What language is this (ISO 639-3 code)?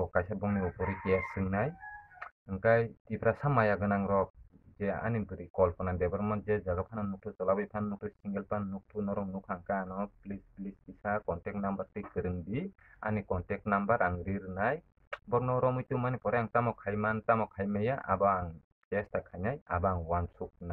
trp